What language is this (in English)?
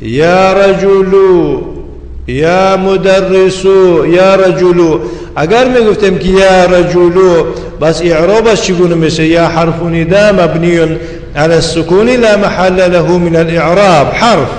Tajik